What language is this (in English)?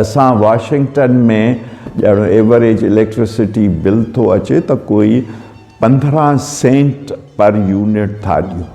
Sindhi